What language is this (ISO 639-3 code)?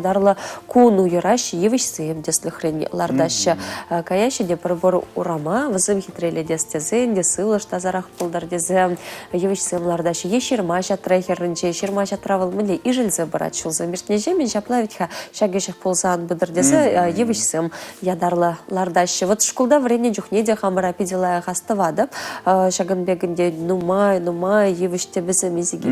chv